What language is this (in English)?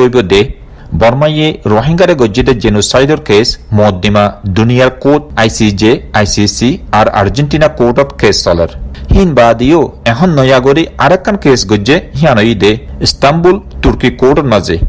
Rohingya